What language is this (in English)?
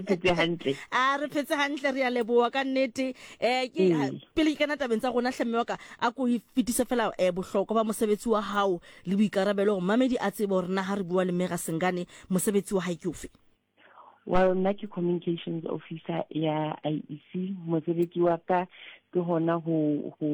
Southern Sotho